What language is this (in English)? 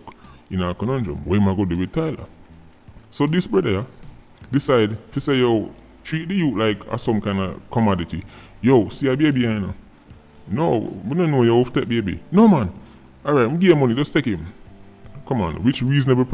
Jamaican Creole English